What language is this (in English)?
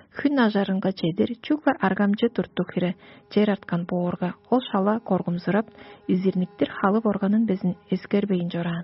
Tuvinian